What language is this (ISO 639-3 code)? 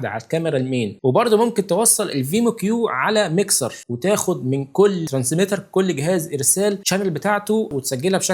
arz